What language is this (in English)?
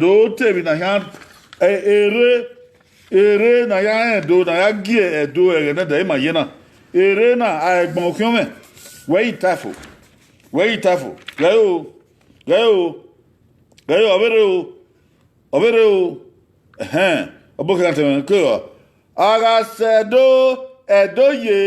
Bini